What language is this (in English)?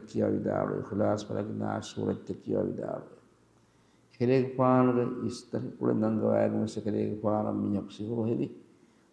Divehi